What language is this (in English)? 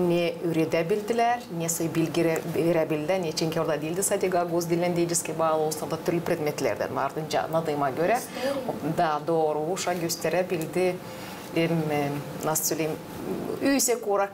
Gagauz